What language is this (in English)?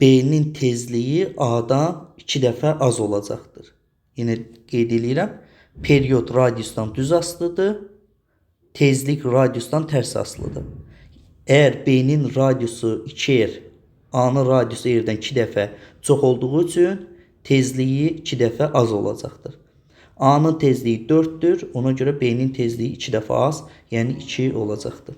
Azerbaijani